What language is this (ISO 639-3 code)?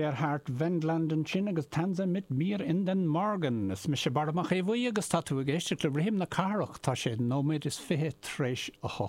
gle